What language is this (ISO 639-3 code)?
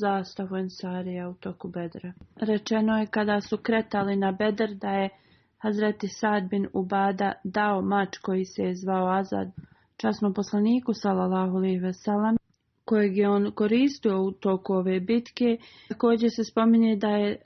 bos